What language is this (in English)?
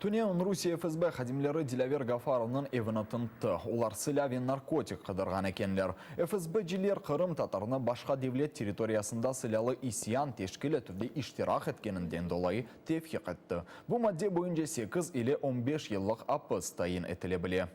Crimean Tatar